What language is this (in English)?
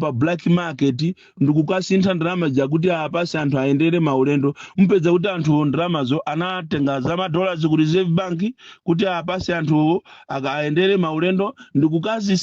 Nyanja